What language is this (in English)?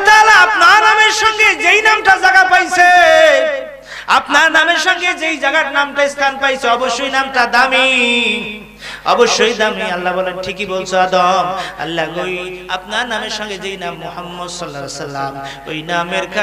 Bangla